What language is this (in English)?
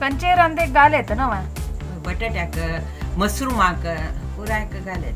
Konkani